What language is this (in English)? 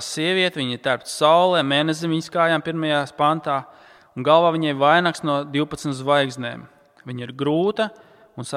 Latvian